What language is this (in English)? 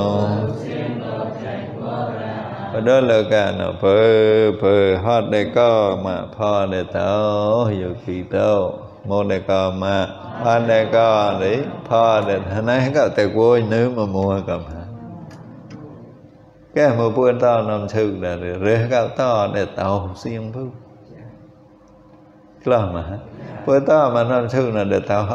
Vietnamese